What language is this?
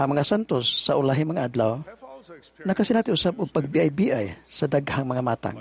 Cebuano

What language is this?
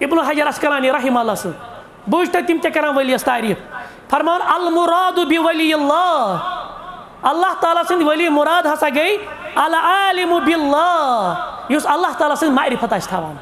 Kashmiri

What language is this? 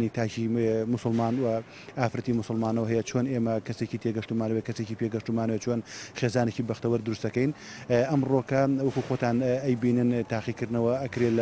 Central Kurdish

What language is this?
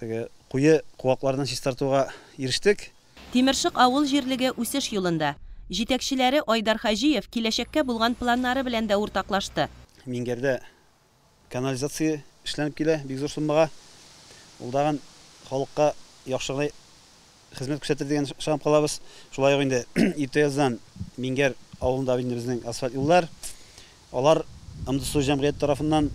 Tatar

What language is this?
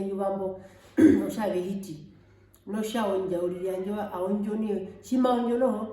Herero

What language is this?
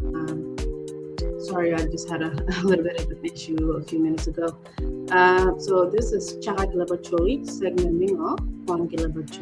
Acoli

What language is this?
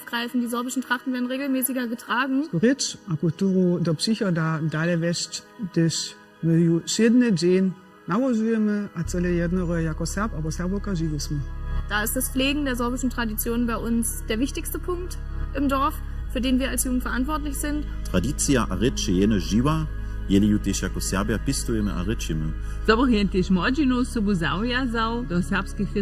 Upper Sorbian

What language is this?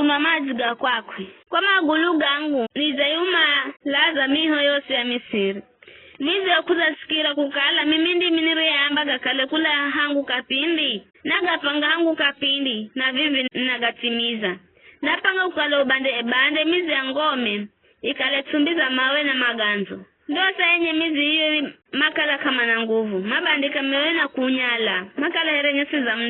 Giryama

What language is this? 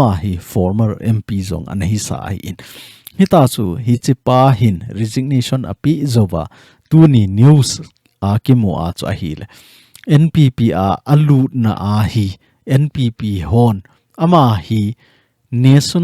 Thado Chin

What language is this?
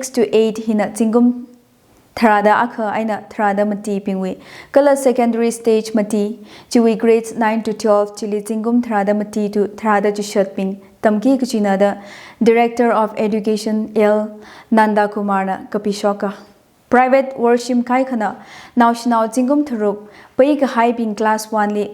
Tangkhul Naga (India)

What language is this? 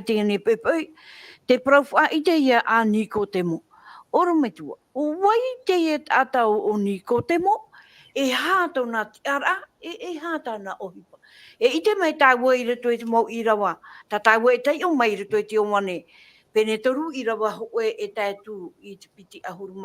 Tahitian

